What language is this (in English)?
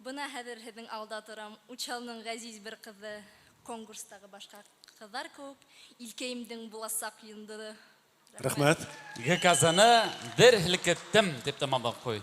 Bashkir